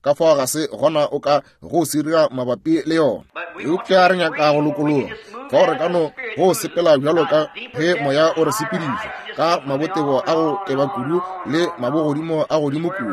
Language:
Northern Sotho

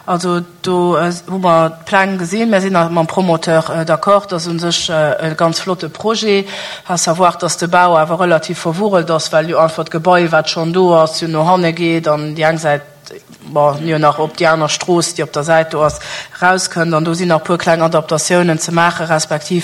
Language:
Luxembourgish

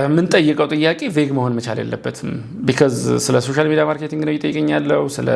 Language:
Amharic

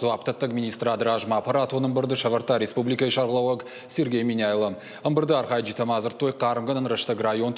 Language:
Ossetic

